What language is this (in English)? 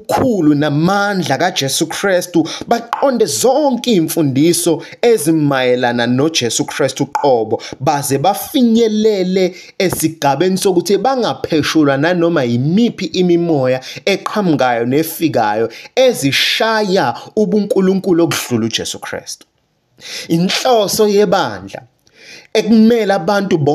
Zulu